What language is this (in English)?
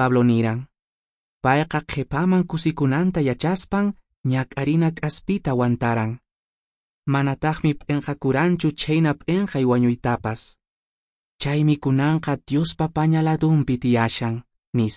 Quechua